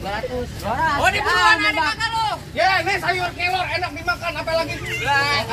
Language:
Betawi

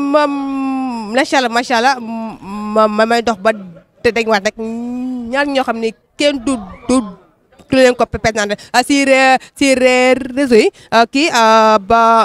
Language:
Wolof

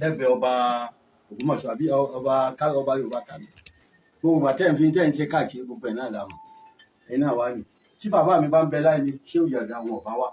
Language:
Yoruba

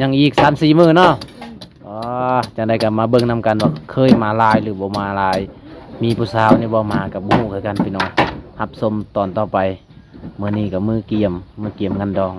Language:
Lao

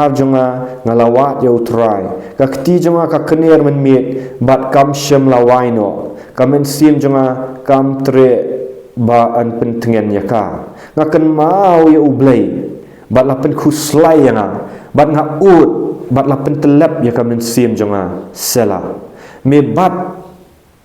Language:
Khasi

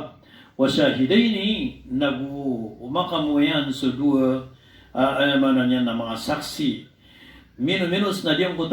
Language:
Maranao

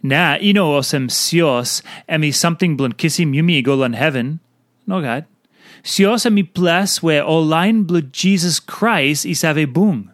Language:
Tok Pisin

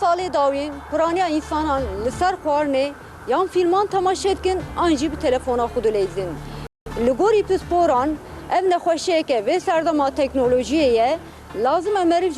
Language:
Kurdish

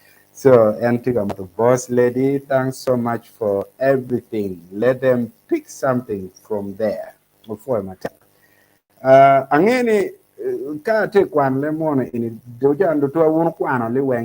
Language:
Acoli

